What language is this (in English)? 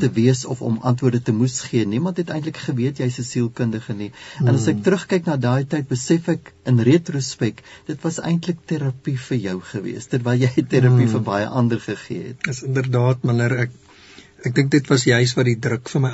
Afrikaans